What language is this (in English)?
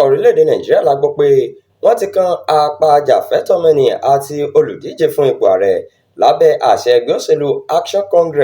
Yoruba